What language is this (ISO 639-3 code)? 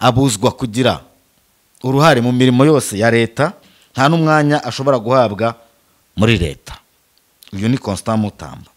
kin